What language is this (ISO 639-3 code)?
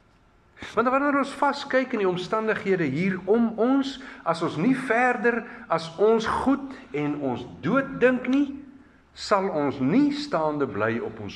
afr